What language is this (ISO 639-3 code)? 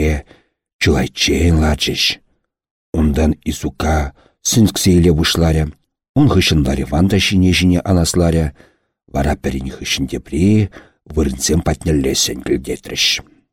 chv